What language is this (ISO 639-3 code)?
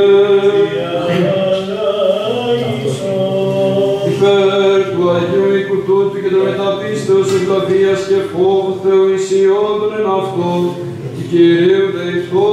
ell